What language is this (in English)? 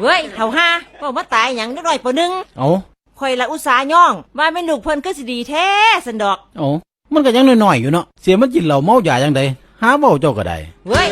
Northeastern Thai